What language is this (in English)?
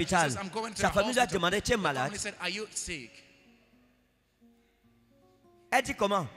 French